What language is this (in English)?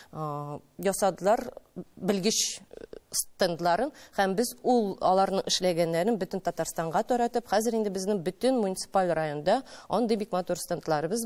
Tatar